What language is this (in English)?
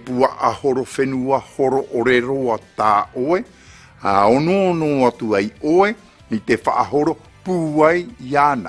Tahitian